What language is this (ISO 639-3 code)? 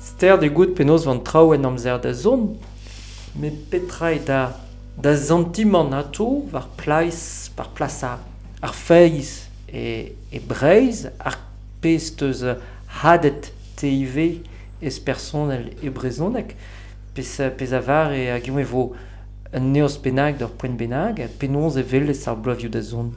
bre